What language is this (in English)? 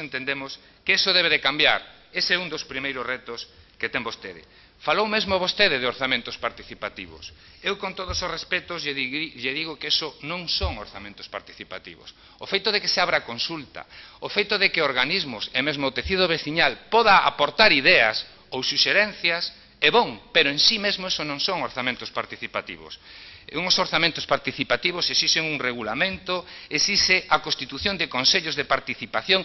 Galician